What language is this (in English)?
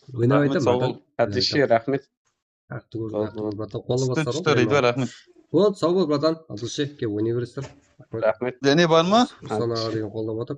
Kara-Kalpak